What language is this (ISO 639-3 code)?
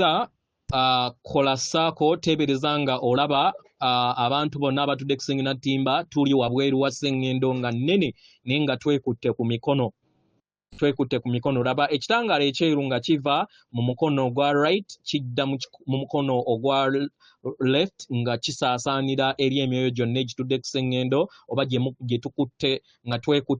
lug